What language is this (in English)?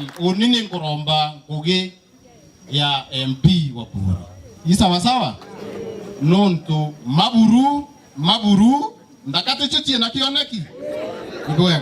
Meru